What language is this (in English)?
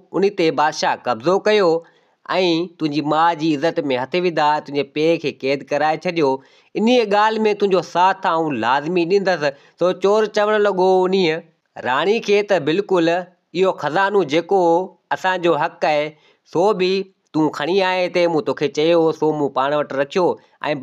Sindhi